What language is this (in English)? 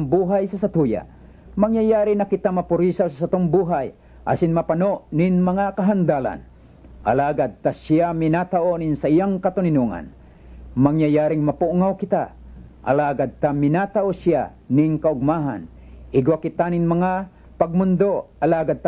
Bikol